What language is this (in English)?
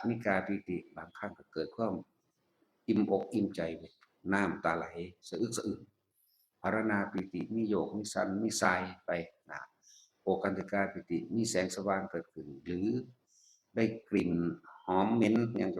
Northeastern Thai